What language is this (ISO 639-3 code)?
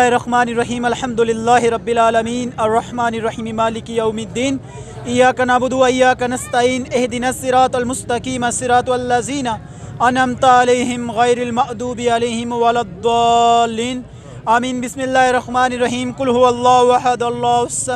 phr